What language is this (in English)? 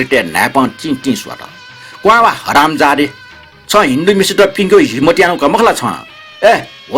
Newari